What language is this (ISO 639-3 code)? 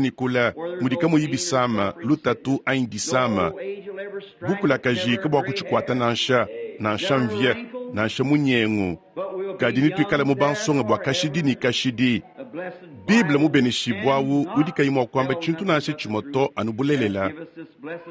lua